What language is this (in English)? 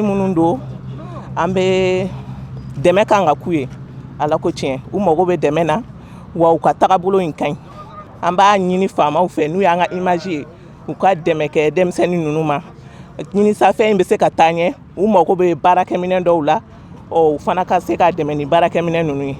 Bambara